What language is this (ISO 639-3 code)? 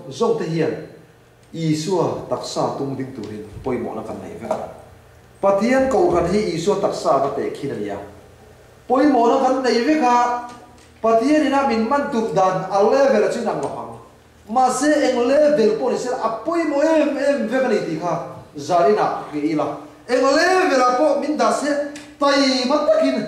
lus